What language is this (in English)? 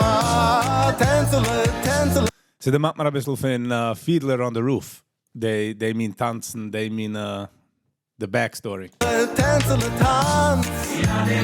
Yiddish